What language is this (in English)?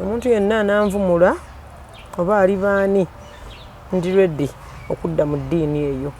Ganda